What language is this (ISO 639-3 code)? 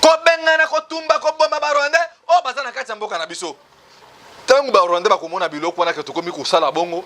lin